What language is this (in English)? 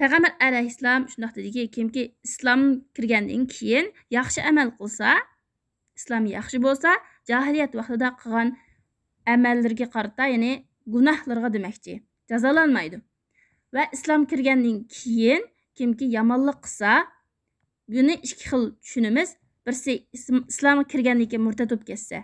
Uyghur